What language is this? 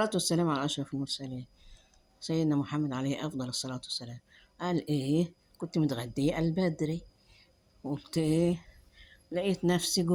Egyptian Arabic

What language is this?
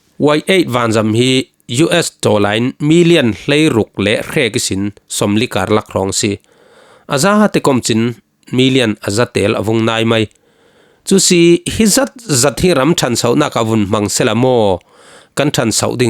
Falam Chin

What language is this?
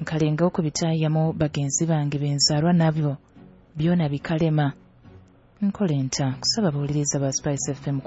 Nyoro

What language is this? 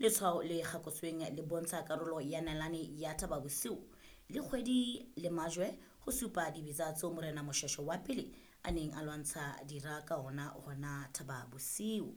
Southern Sotho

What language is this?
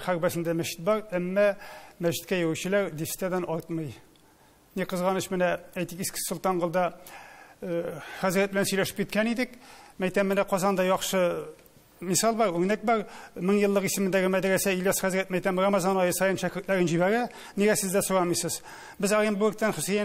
Tatar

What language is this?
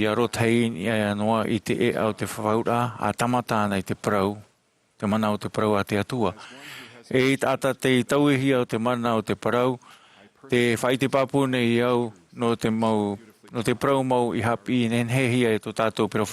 Tahitian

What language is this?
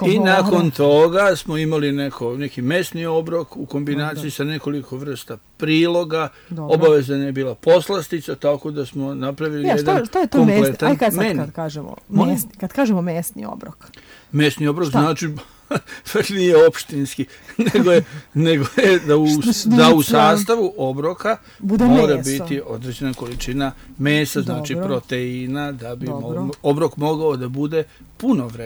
Serbian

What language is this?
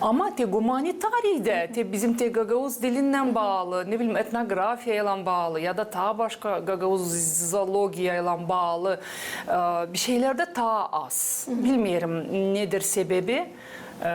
Gagauz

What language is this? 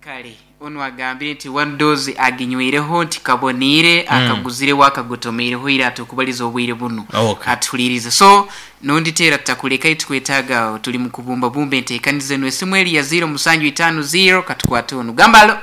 Nyankole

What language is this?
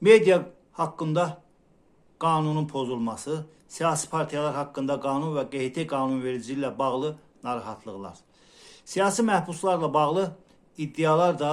Azerbaijani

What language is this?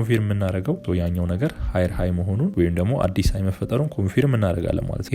Amharic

